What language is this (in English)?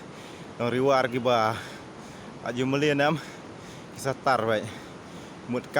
Khasi